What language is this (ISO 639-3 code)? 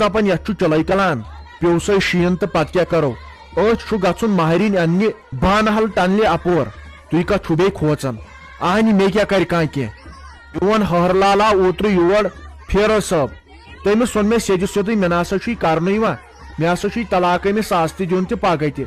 kas